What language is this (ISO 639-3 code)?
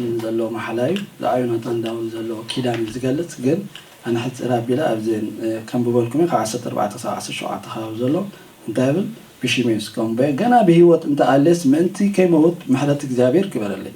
tir